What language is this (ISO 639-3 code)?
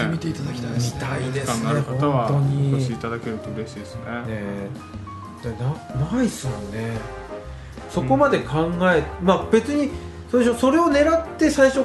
jpn